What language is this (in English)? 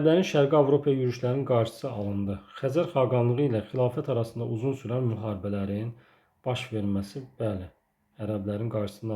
Azerbaijani